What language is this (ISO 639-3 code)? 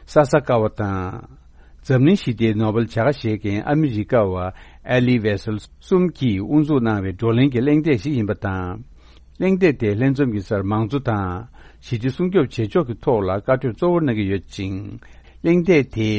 bod